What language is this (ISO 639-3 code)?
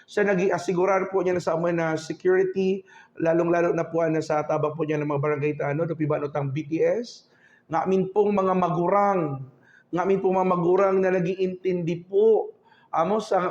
ubl